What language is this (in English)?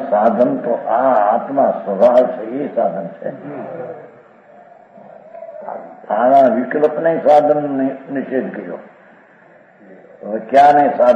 Gujarati